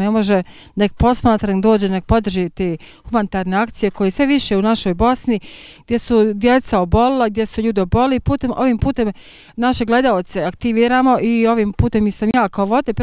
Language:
Bosnian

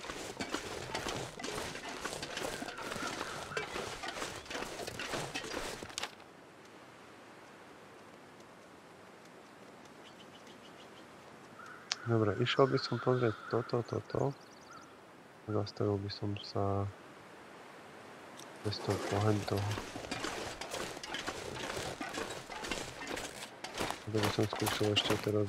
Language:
Slovak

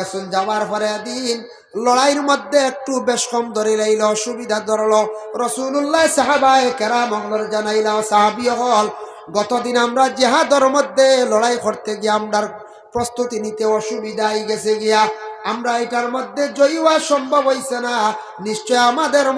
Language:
Sylheti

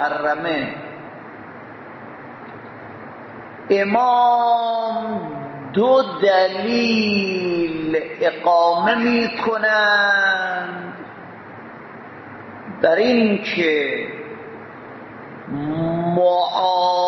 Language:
Persian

